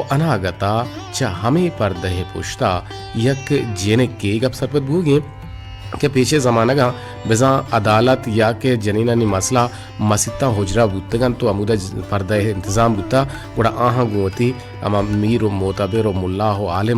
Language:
Baluchi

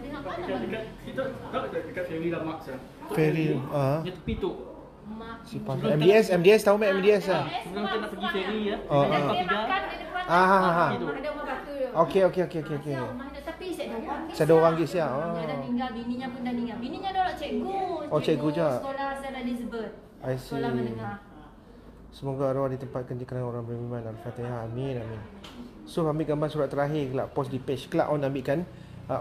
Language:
Malay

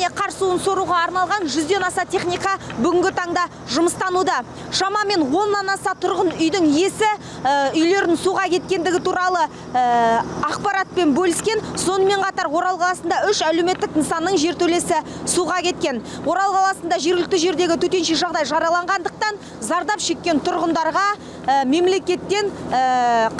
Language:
Kazakh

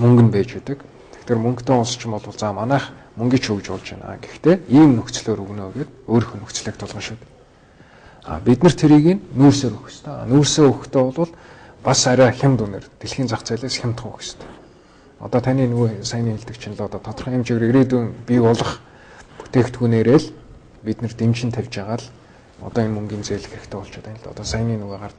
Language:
Mongolian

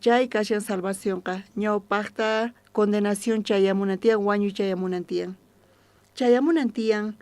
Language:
South Bolivian Quechua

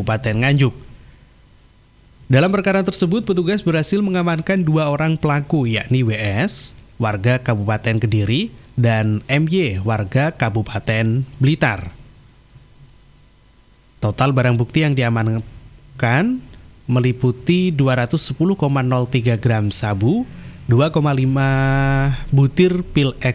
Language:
Indonesian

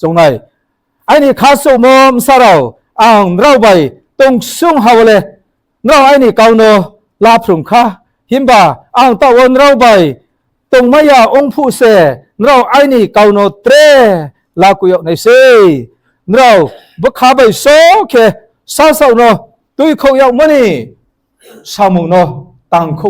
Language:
Riang (India)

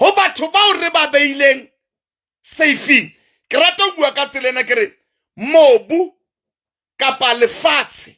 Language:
Southern Sotho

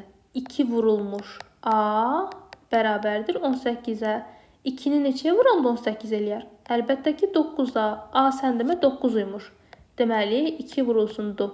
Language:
Azerbaijani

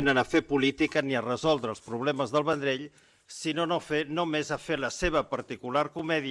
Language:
Catalan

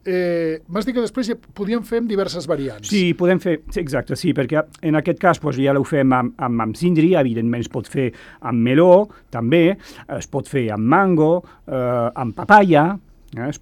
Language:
Catalan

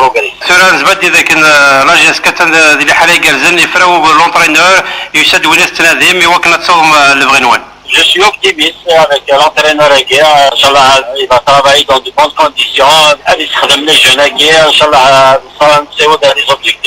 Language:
Kabyle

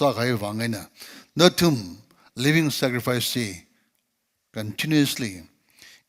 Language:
Tangkhul Naga (India)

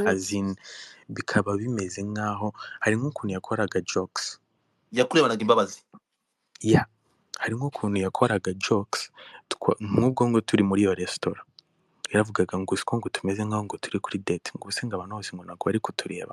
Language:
Kinyarwanda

